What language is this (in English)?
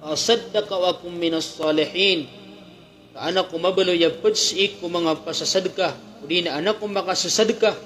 Maranao